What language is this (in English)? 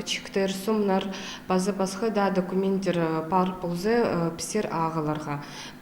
Khakas